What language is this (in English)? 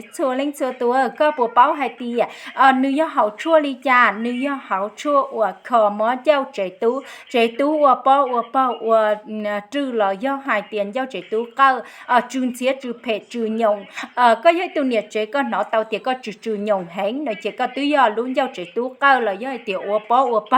Hmong